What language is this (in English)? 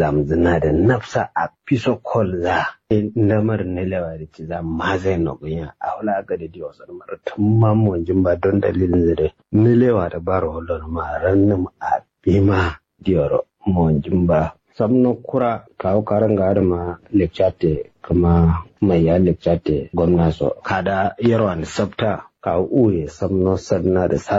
Kanuri